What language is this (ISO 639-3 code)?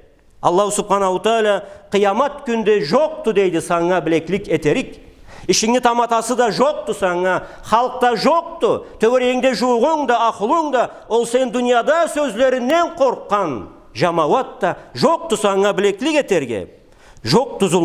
krc